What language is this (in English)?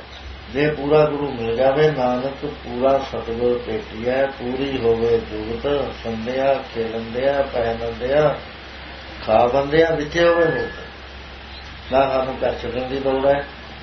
Punjabi